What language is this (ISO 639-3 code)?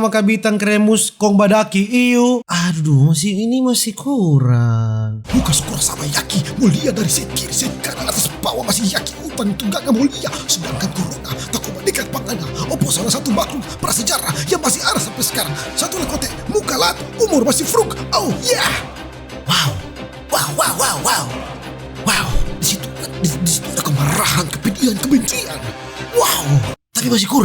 xmm